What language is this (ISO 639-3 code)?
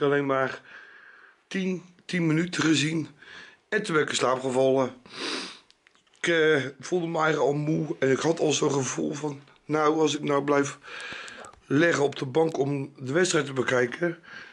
nld